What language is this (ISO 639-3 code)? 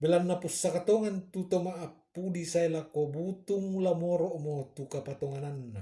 sda